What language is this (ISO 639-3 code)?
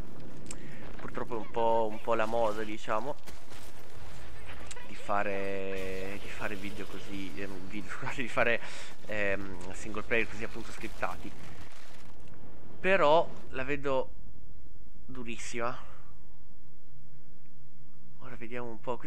ita